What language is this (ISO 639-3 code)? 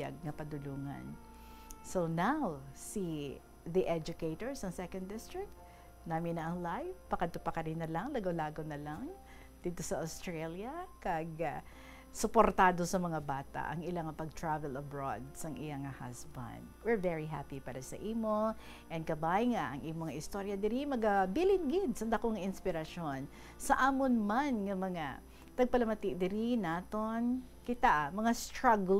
hil